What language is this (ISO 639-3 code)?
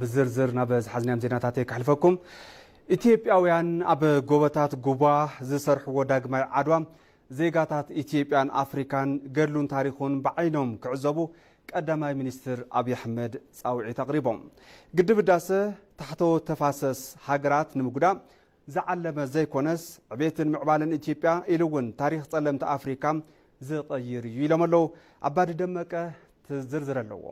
tir